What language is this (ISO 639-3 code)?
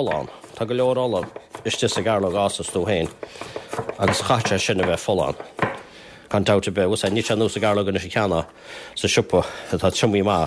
gle